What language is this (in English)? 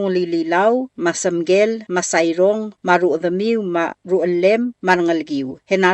Palauan